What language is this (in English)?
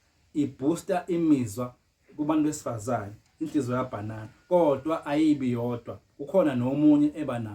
Zulu